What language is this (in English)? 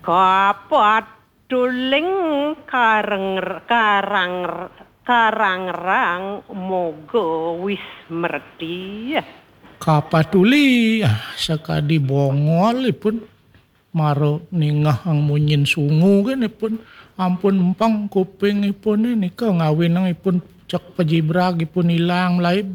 Balinese